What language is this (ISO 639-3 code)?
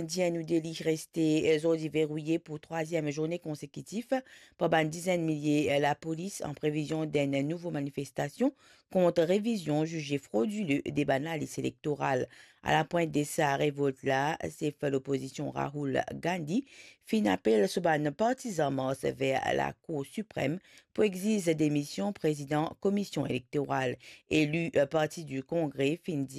mfe